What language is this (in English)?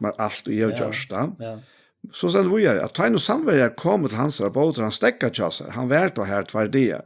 Faroese